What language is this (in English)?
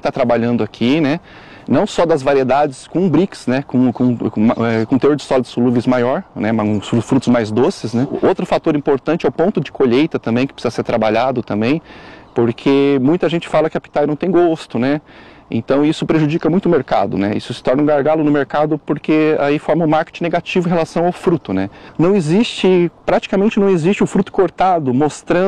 Portuguese